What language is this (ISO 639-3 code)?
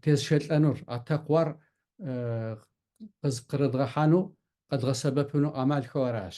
kbd